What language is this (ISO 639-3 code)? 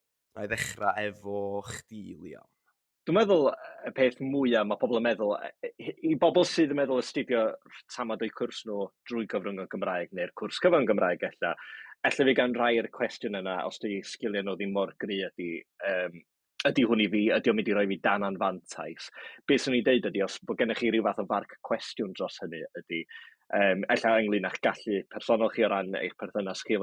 cym